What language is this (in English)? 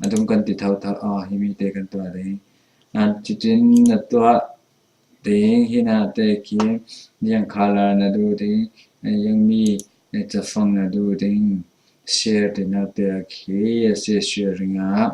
Falam Chin